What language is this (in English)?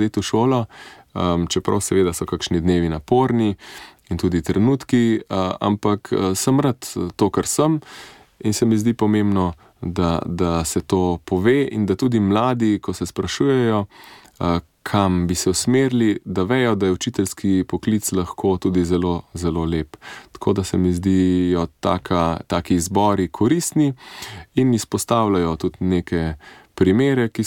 Slovenian